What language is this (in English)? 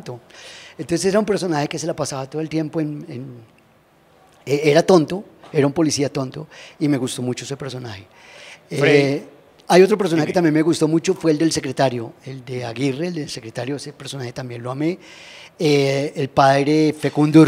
Spanish